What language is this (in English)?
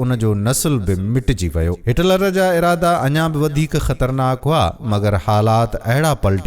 Sindhi